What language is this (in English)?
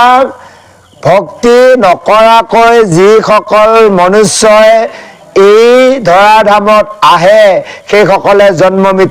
Assamese